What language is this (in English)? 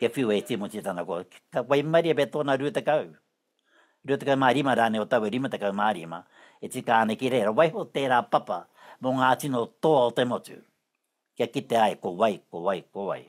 Māori